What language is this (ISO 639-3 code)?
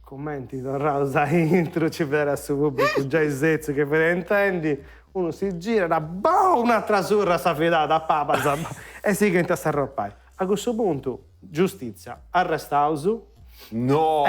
srd